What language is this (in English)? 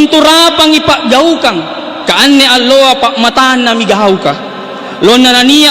Makasar